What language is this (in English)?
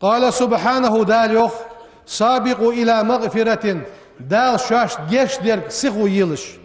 Ingush